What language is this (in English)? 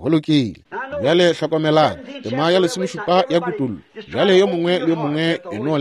Northern Sotho